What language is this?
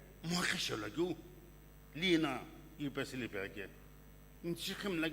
Sumi Naga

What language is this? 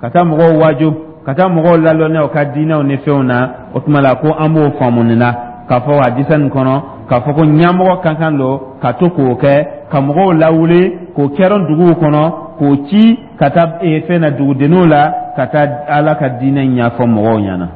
Dyula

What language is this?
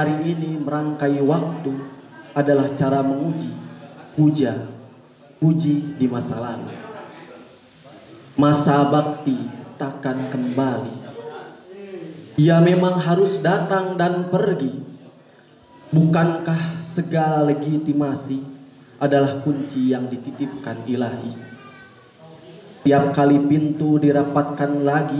Indonesian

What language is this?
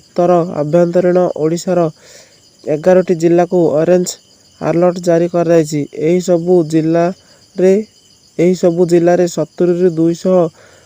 Odia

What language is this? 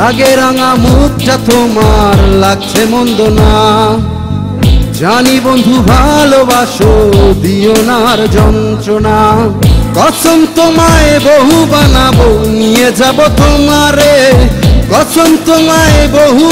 Bangla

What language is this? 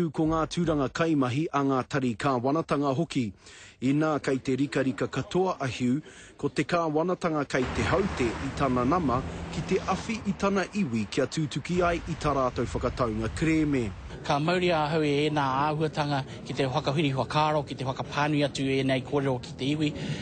Māori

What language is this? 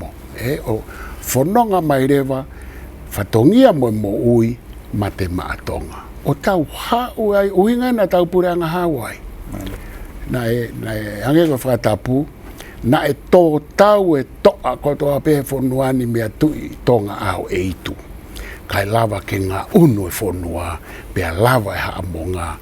Tongan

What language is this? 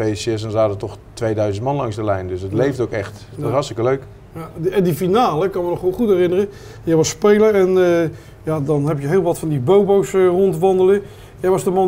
Dutch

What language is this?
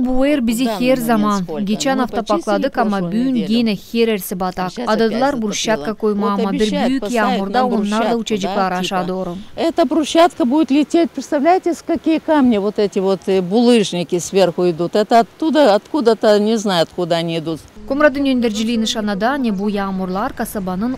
Gagauz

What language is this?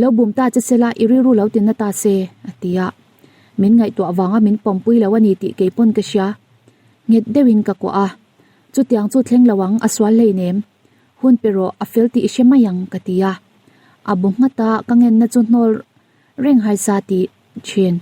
Mizo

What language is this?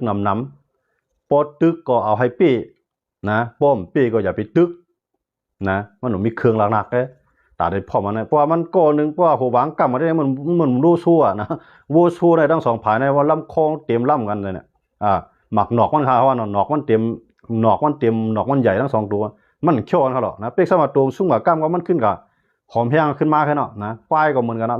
Shan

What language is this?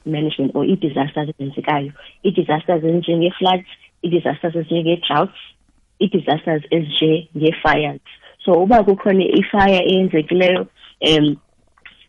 South Ndebele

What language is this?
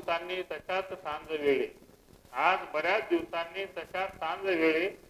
Marathi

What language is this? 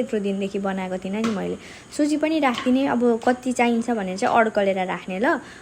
Nepali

